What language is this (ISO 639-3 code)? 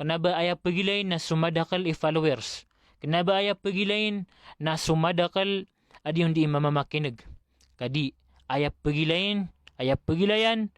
mrw